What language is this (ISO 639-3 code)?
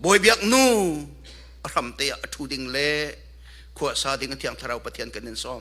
cnh